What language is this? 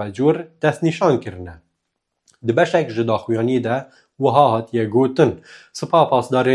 Kurdish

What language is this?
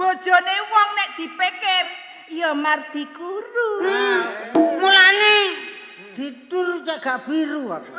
Javanese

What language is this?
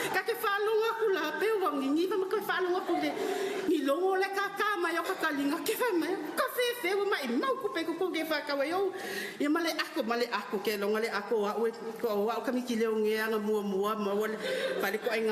Samoan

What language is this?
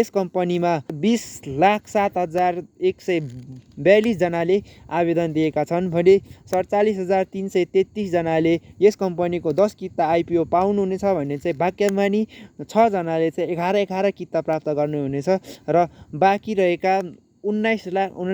Nepali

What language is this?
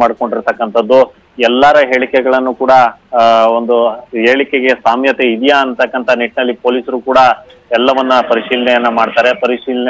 Kannada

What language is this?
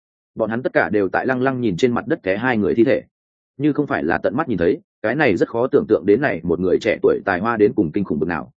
Vietnamese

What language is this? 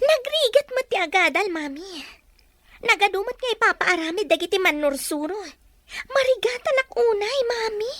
Iloko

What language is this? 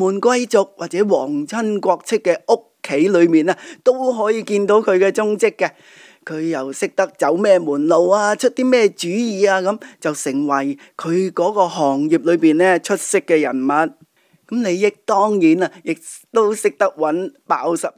Cantonese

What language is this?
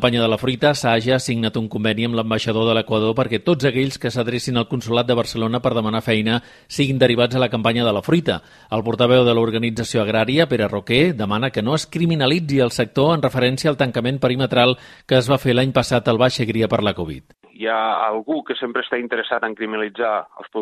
Catalan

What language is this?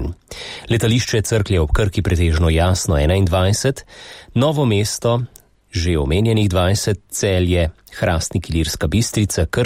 Slovenian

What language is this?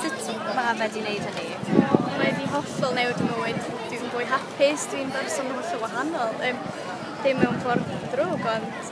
Welsh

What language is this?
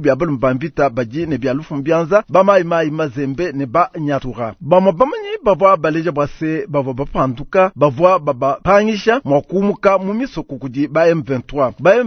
Luba-Lulua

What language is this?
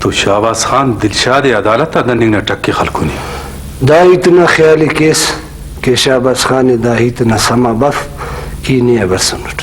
Brahui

